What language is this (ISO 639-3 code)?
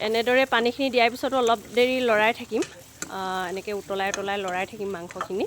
asm